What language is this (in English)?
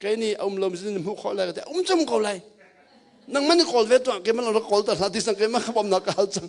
Hakha Chin